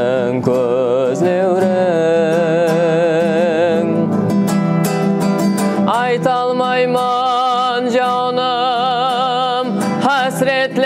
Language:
Kara-Kalpak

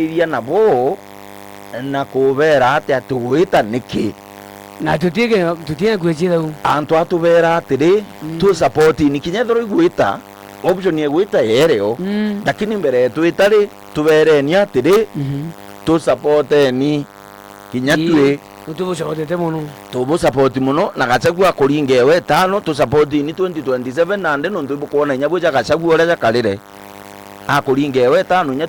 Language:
Meru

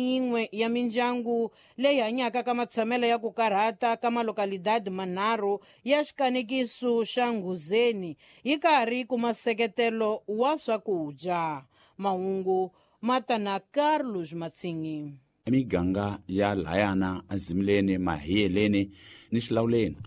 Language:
Tsonga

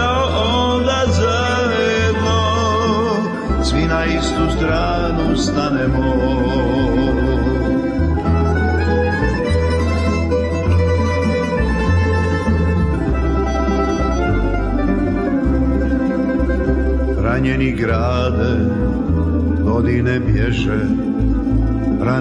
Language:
Croatian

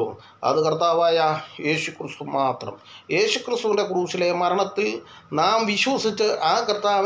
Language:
Malayalam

